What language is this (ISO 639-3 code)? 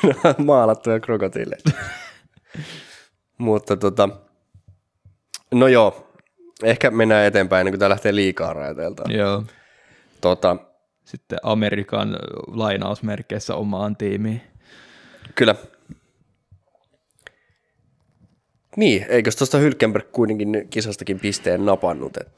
fin